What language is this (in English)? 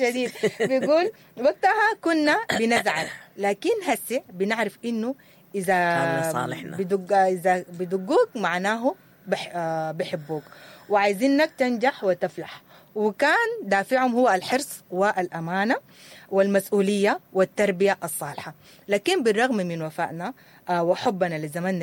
Sudanese Arabic